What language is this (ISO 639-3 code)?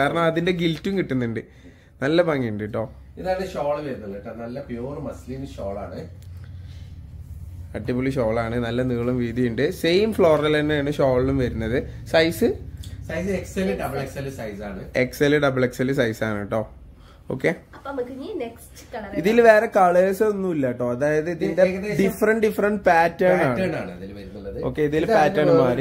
mal